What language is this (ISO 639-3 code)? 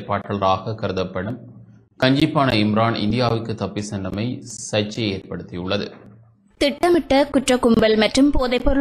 tam